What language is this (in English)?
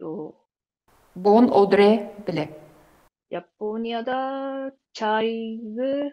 Tuvinian